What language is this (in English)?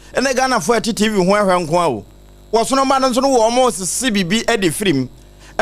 Akan